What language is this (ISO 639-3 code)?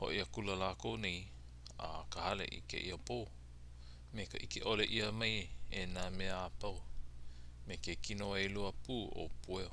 haw